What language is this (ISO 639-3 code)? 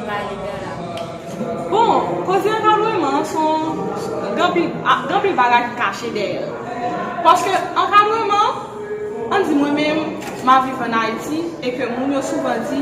hat